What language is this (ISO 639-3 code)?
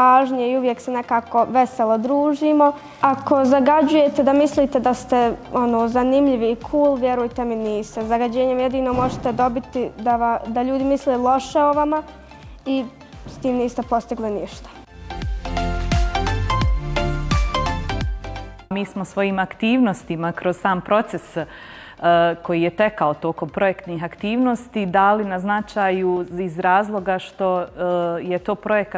bos